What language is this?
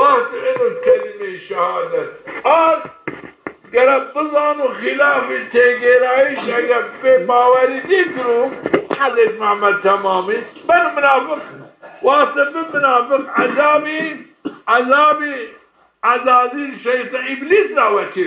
Zaza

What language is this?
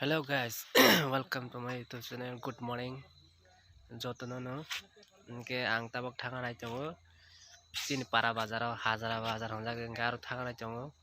Kok Borok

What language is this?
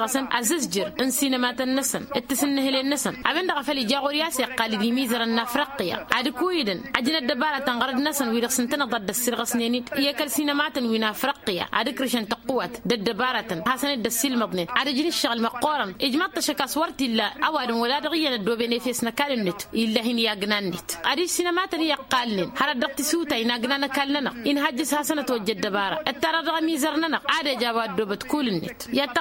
Tamasheq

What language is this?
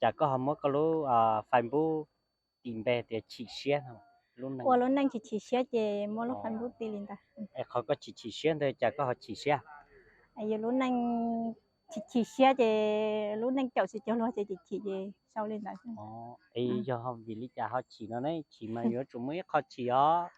Hmong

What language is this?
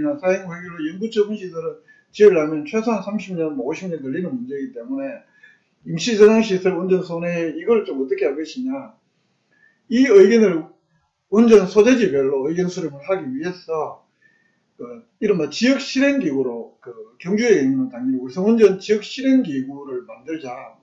Korean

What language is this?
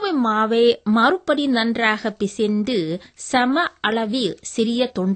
Tamil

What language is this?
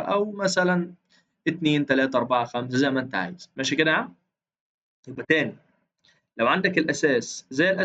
Egyptian Arabic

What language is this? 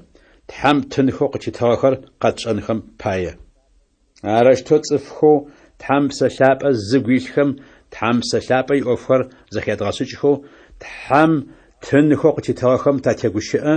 Adyghe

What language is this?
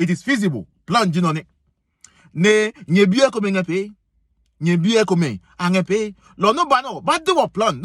Adangme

